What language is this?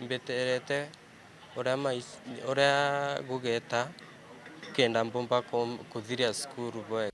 Meru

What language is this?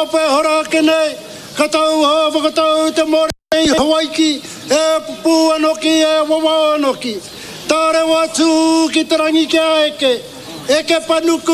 Māori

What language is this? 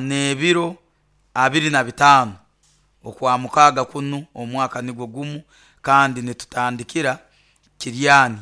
Nyankole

